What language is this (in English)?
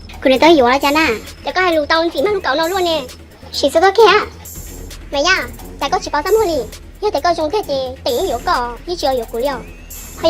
Hmong